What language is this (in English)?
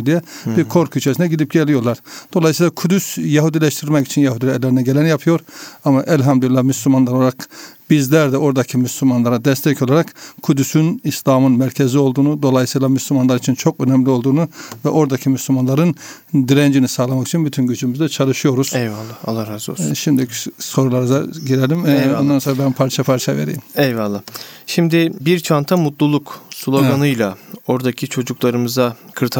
Turkish